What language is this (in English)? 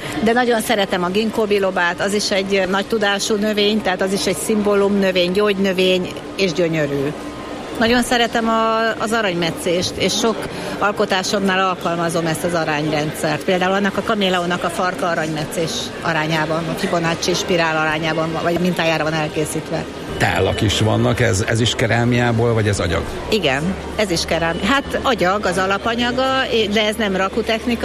Hungarian